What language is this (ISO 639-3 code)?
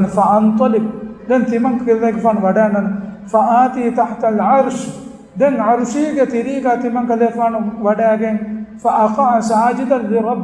div